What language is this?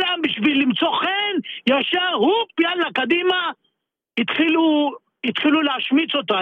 Hebrew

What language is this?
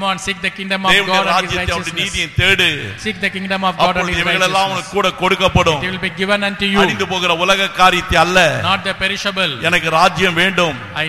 Tamil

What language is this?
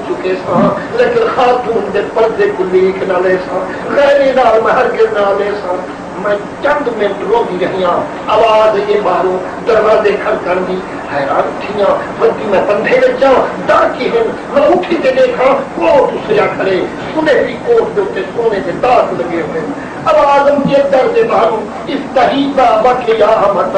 Saraiki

